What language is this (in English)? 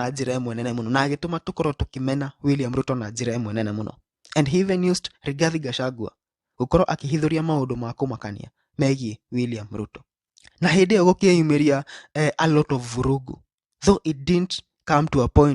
Kikuyu